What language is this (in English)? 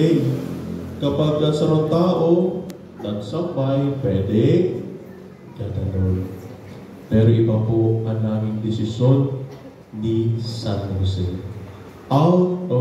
Bikol